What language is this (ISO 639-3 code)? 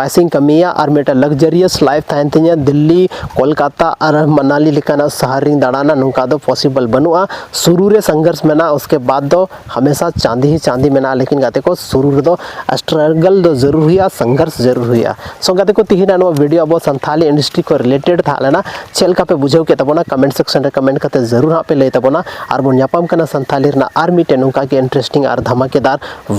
sat